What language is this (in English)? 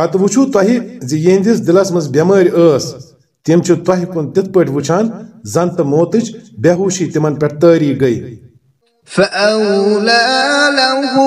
Kashmiri